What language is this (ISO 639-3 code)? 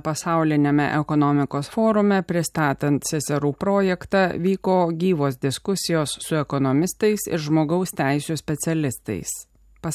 lit